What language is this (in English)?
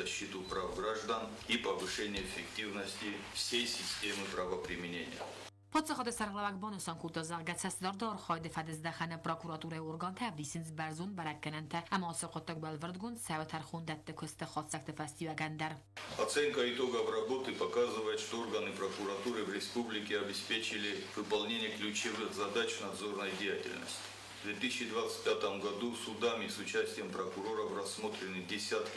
Ossetic